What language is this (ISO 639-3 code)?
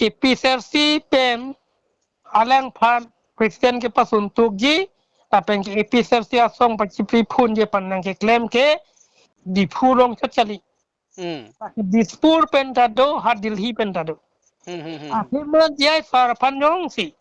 mjw